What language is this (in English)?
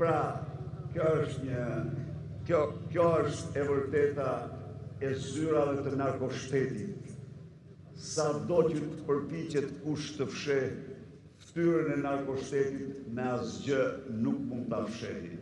Albanian